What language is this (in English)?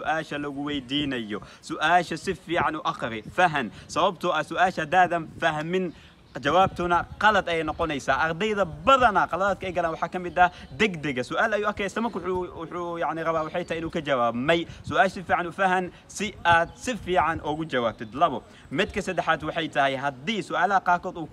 Somali